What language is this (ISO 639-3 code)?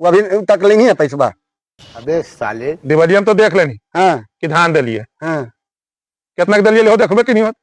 mag